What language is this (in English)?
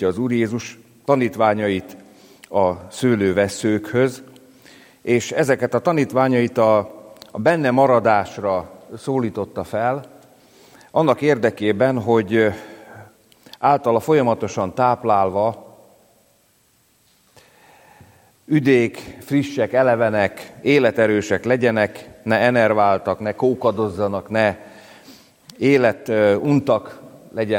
Hungarian